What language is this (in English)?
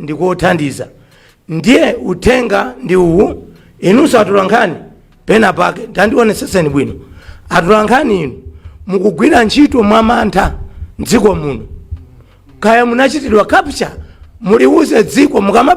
Nyanja